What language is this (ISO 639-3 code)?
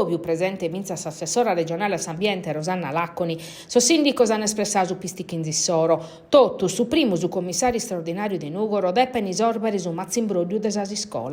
srd